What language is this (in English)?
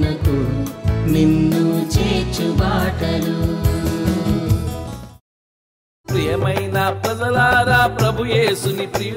Telugu